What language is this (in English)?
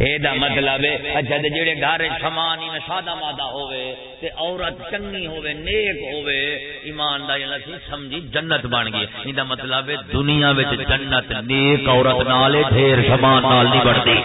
Saraiki